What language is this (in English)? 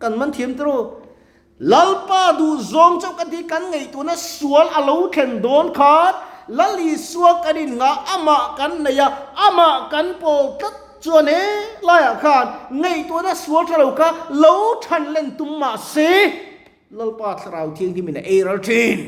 Mizo